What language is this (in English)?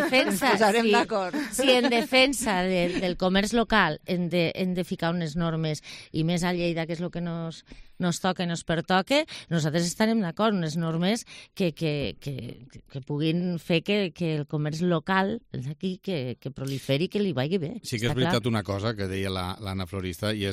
Catalan